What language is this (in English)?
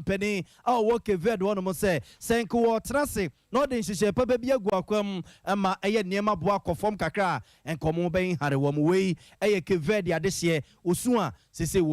Akan